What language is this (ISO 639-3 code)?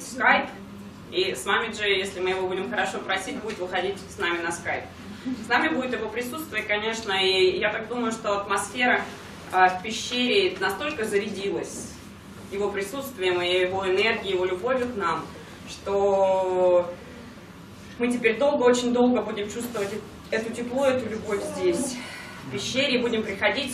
rus